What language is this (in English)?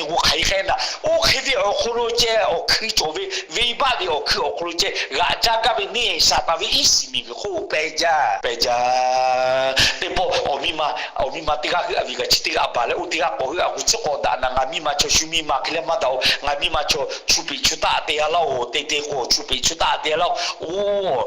Lahu